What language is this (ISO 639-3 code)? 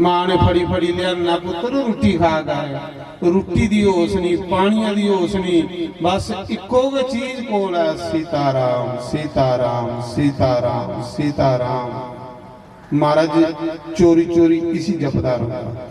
doi